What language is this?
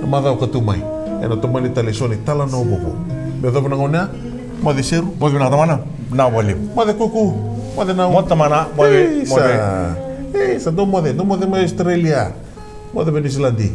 Fijian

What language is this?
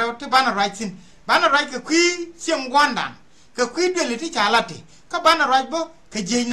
Nuer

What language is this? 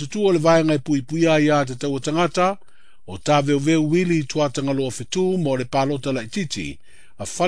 Samoan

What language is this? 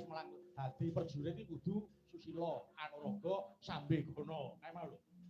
Javanese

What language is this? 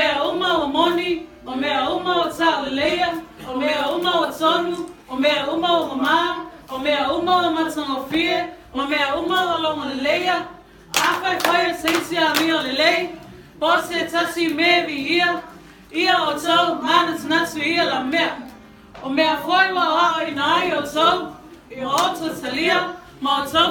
Samoan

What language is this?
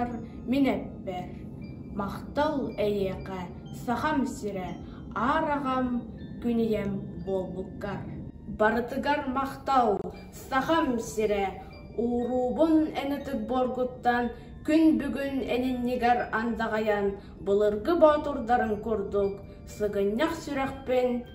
Yakut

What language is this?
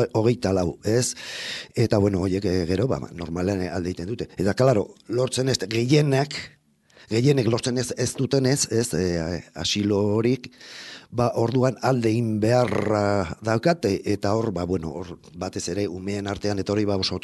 Basque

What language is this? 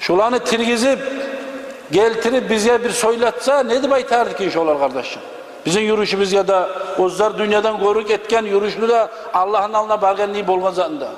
Kumyk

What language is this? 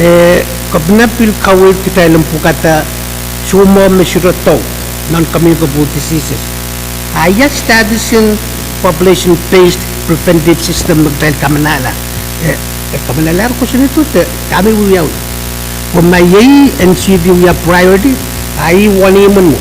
Pohnpeian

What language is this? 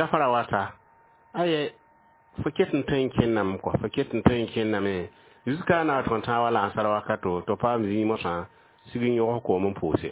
Mossi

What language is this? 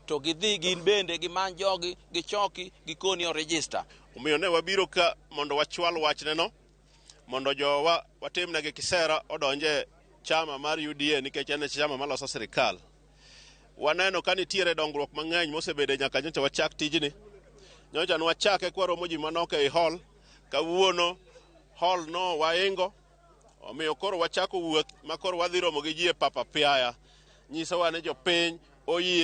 Luo (Kenya and Tanzania)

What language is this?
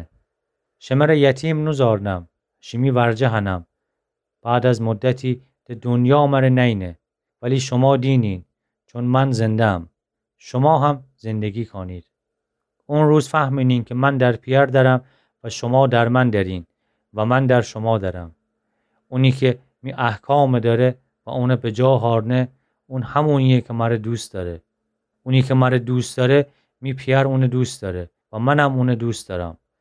Gilaki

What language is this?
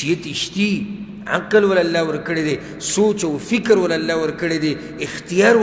Pashto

